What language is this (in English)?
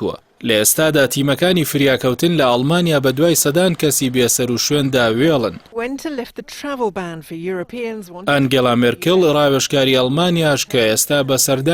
Central Kurdish